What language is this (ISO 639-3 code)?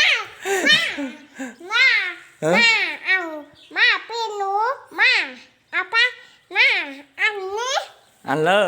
lao